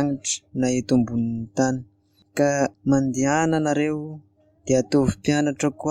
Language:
Malagasy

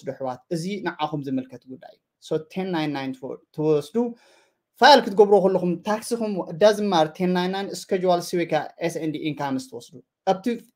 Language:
Tigrinya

